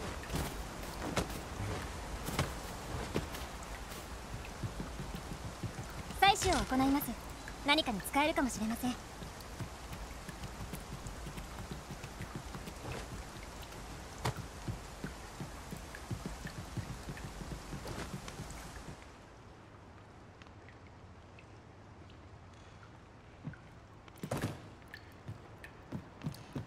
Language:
Japanese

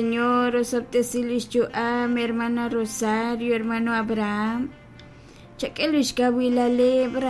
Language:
Kekchí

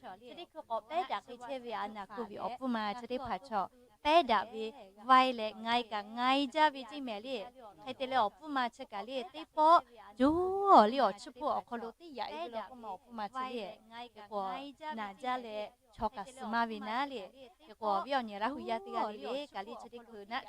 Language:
Lahu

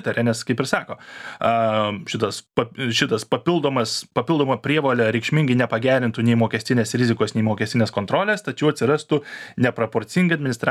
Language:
Lithuanian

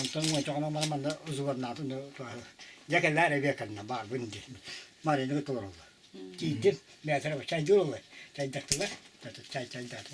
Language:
Yakut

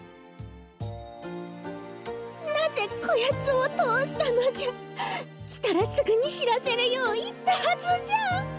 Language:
Japanese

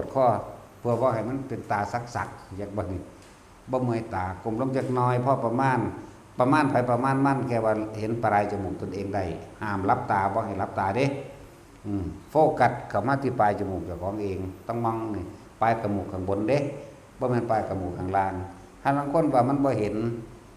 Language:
Northeastern Thai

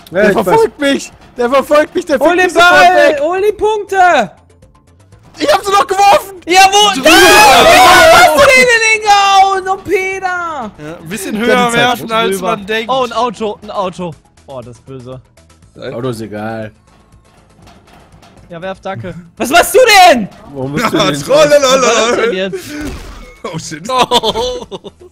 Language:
German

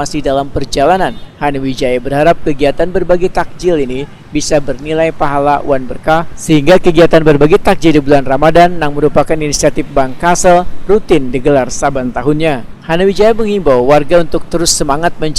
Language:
Banjar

